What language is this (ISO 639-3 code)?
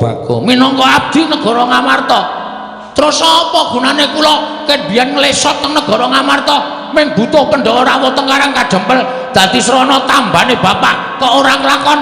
jav